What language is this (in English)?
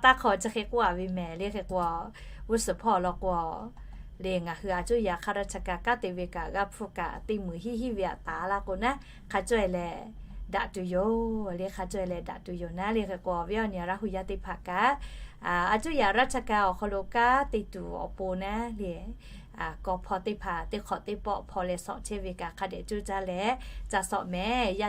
Lahu